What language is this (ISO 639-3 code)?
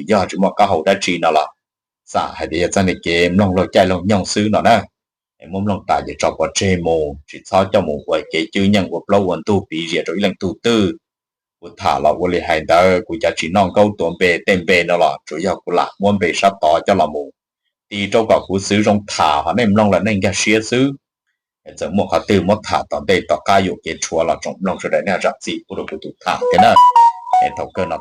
hmn